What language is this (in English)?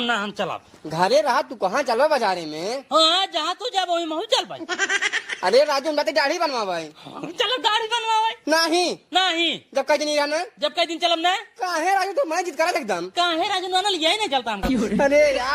Awadhi